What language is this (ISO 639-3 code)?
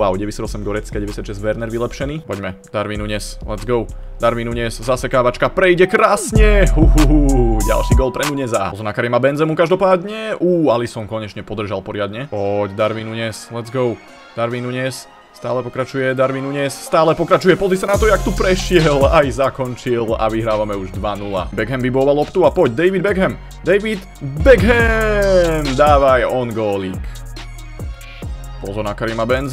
slk